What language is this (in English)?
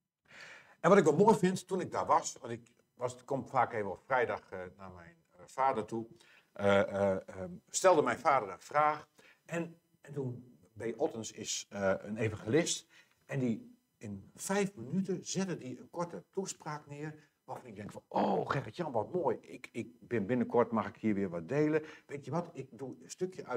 Dutch